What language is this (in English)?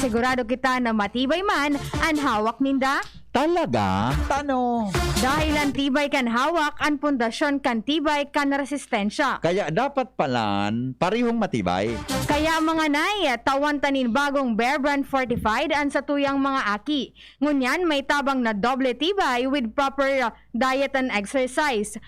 Bikol